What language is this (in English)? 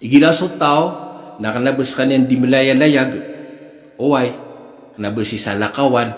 Maranao